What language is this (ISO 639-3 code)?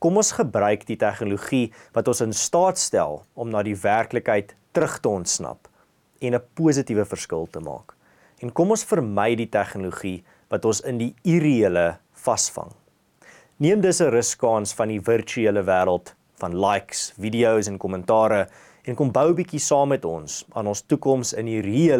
afr